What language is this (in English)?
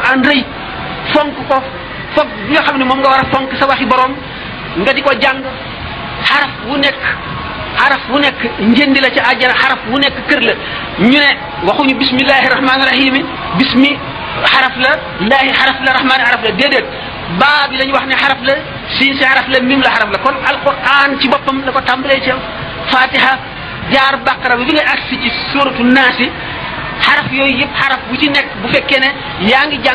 Wolof